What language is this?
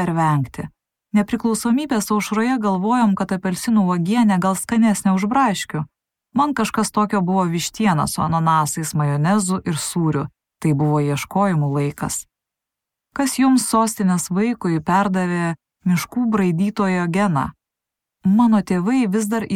Lithuanian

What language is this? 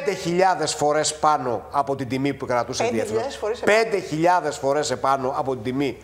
Greek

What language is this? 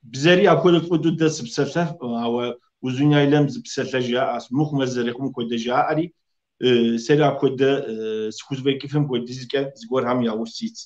Kabardian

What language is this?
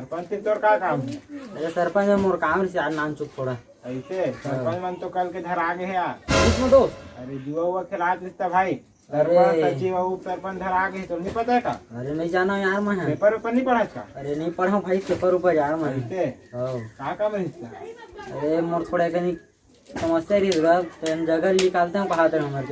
Chhattisgarhi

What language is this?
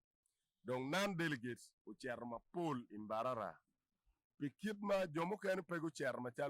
Acoli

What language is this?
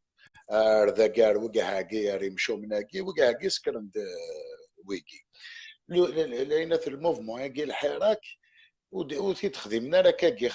Kabyle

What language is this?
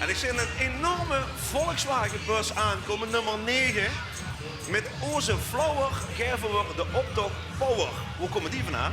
Limburgish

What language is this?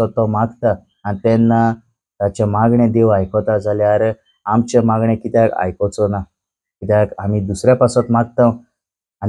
Konkani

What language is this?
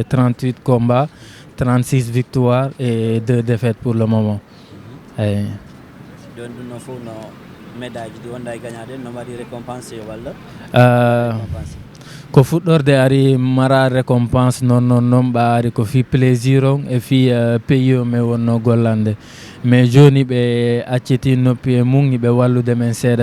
Fula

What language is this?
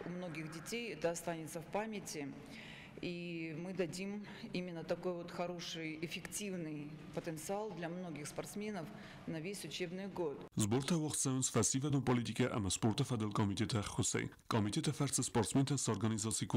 Ossetic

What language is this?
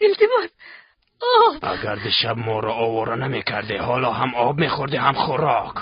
Tajik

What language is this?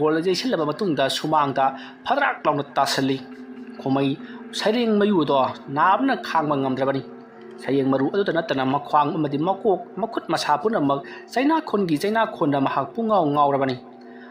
Manipuri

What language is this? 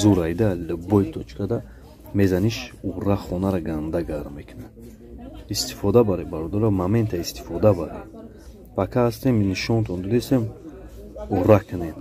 Tajik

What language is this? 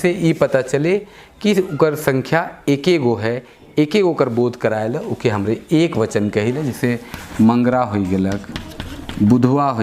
Sadri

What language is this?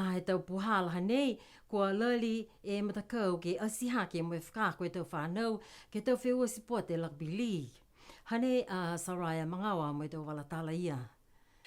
Niuean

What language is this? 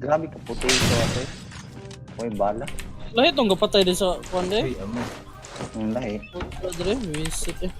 Cebuano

